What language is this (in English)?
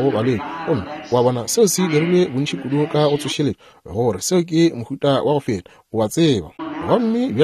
Northern Sotho